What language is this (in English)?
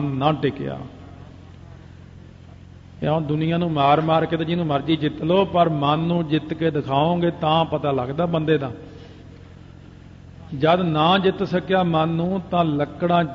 Punjabi